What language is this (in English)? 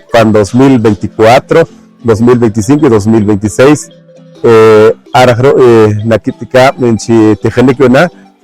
Poqomchi'